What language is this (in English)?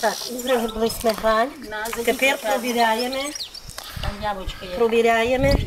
Rusyn